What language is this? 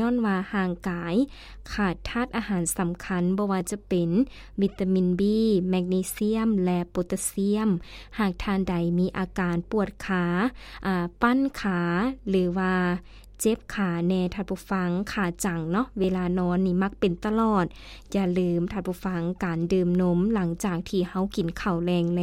Lao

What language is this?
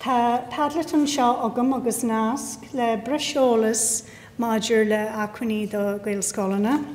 Irish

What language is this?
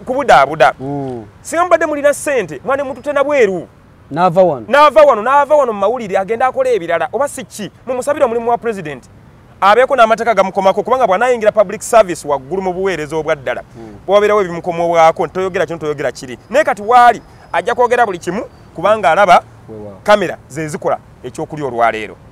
Ganda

